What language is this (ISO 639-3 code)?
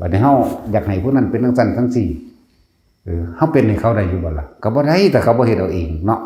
tts